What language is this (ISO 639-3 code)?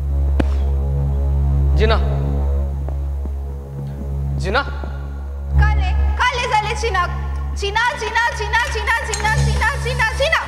kok